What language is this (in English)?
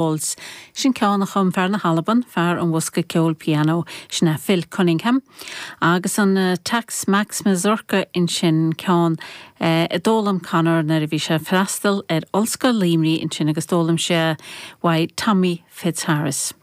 Irish